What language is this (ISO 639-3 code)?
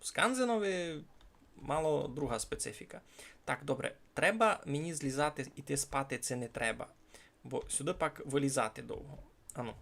rue